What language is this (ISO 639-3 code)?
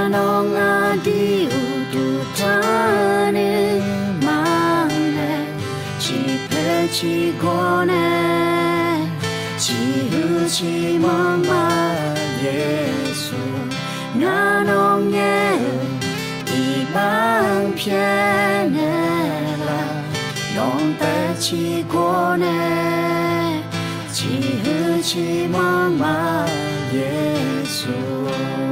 ahk